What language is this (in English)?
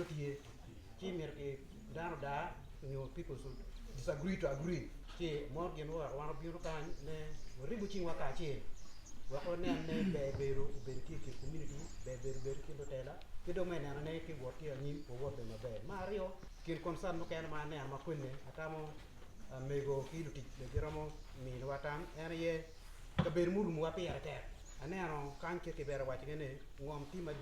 Acoli